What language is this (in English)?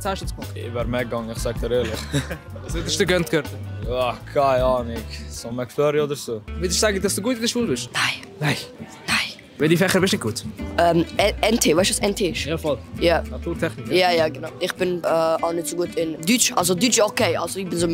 Swiss German